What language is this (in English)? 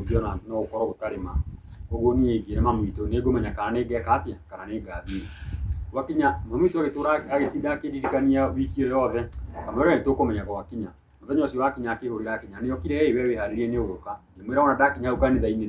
Kikuyu